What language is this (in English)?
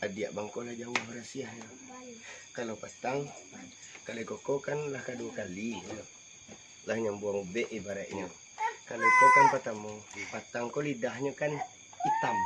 Minangkabau